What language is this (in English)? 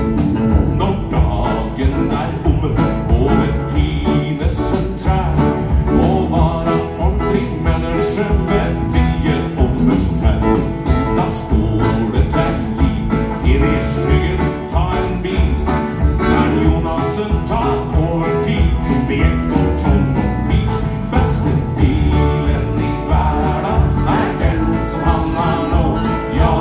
Norwegian